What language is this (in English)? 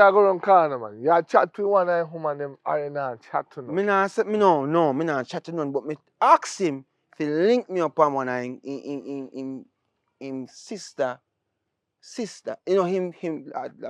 Jamaican Creole English